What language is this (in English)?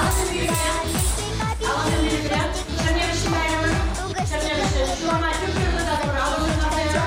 Chuvash